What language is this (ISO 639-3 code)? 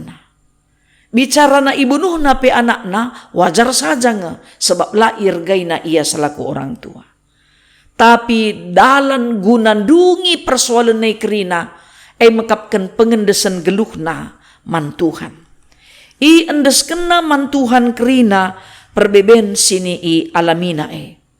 btx